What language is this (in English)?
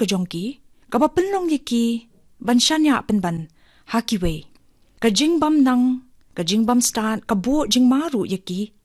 Khasi